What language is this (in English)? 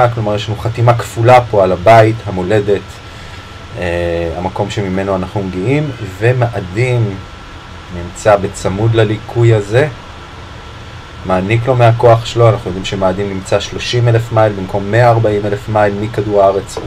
Hebrew